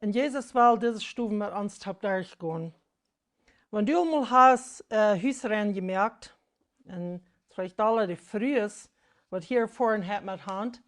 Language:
Plautdietsch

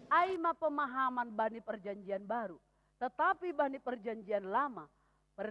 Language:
Batak Simalungun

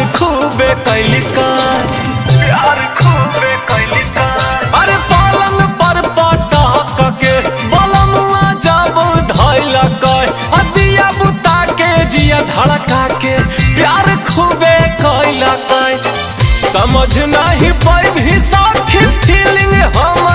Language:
Bhojpuri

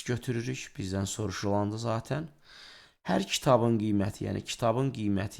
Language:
Azerbaijani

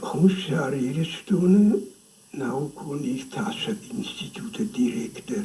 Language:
Ossetic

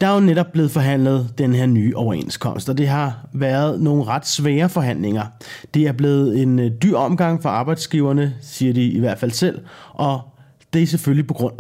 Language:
Danish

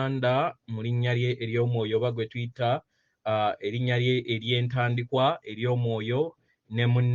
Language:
Ganda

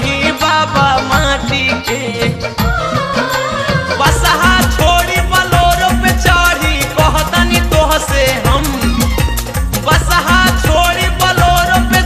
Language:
Bhojpuri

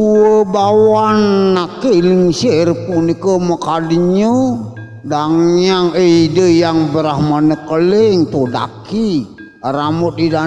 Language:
Balinese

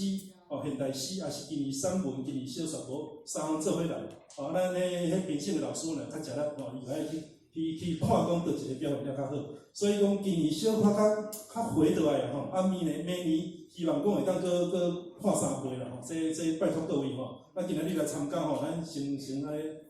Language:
Min Nan Chinese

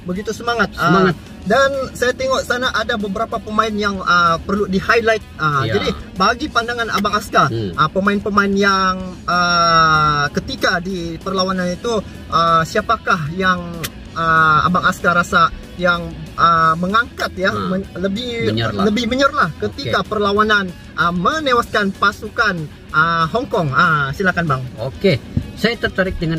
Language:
Malay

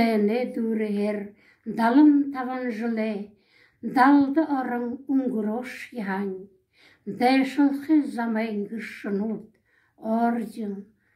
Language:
Buriat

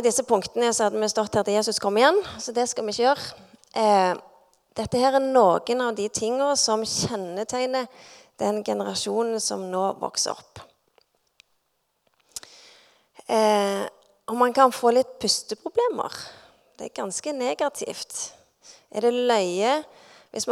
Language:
Norwegian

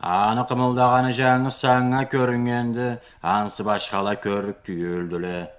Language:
Karachay-Balkar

